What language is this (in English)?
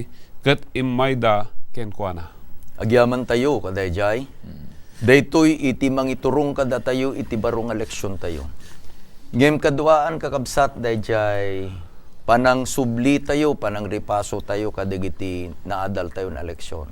Iloko